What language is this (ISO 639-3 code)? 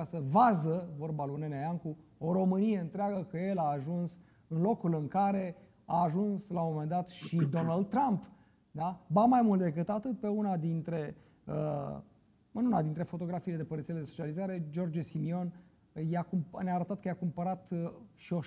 ron